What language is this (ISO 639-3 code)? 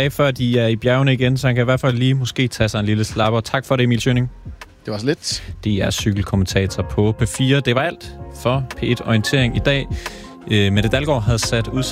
dan